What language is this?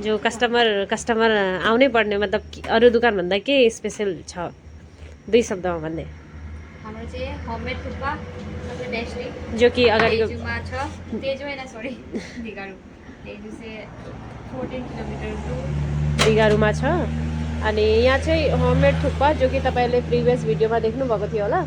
Nepali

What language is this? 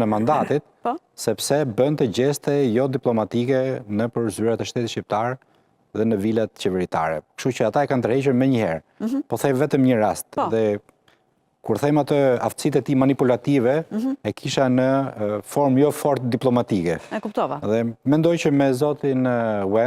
Albanian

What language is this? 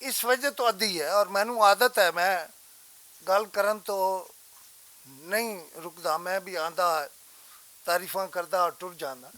Western Panjabi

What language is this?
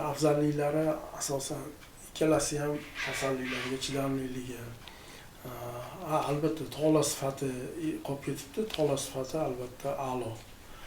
Uzbek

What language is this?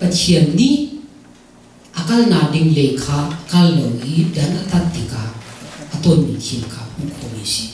Hakha Chin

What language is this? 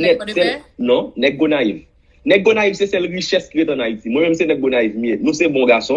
Haitian Creole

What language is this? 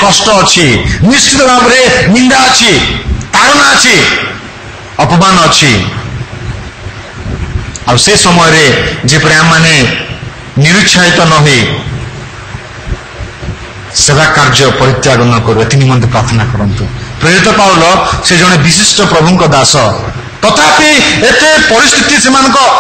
Odia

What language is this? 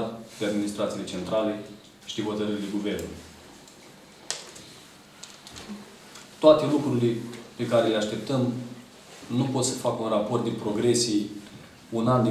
Romanian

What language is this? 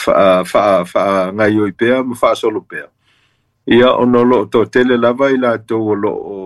Samoan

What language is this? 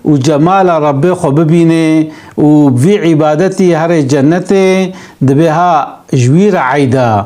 Kurdish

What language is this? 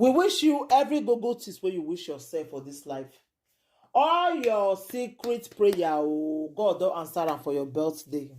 Nigerian Pidgin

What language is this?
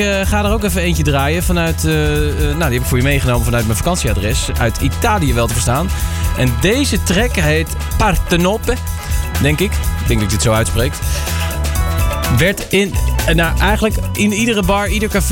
Dutch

